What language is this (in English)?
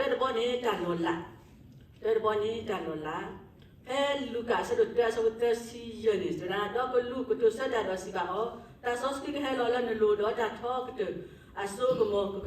S'gaw Karen